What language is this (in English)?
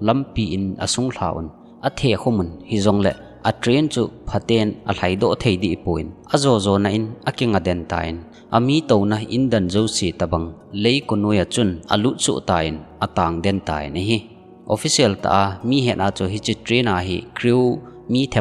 Thado Chin